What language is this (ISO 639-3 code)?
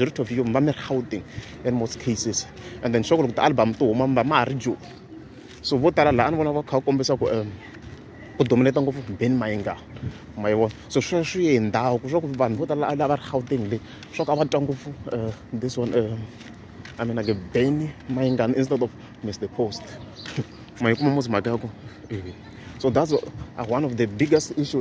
tso